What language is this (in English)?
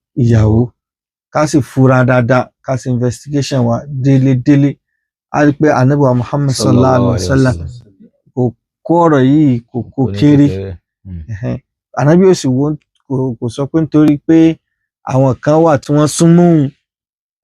Yoruba